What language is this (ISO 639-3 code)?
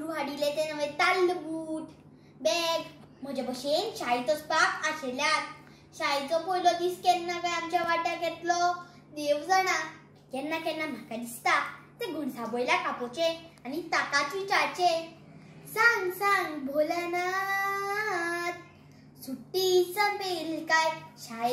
kok